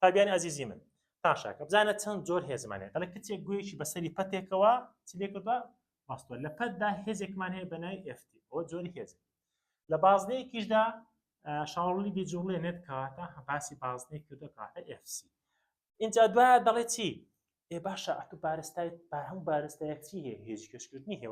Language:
Central Kurdish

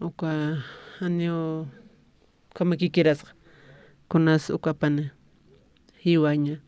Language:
Aymara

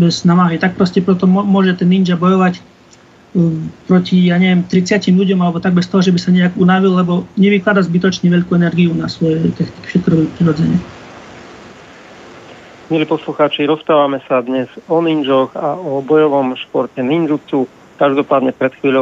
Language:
Slovak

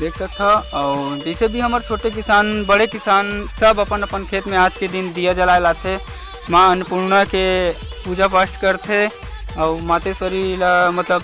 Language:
Chhattisgarhi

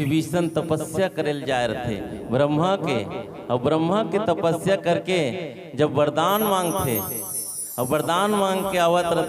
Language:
Chhattisgarhi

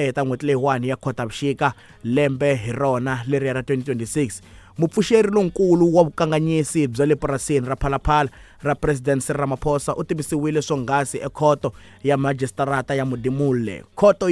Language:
Tsonga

